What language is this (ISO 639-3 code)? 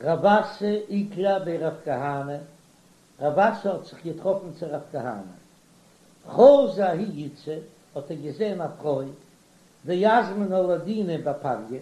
yid